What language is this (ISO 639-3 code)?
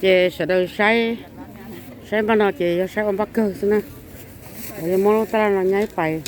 hmn